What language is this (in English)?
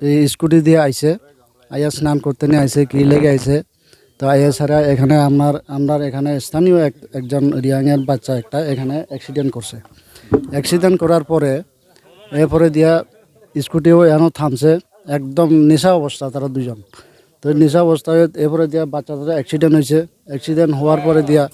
Riang (India)